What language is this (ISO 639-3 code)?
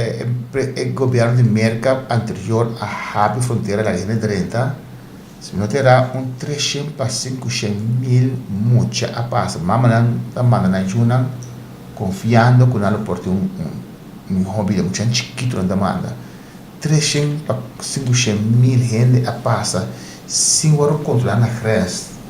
pap